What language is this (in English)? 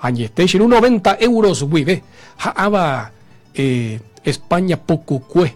Guarani